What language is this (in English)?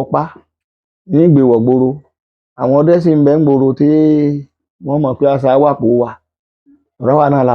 Yoruba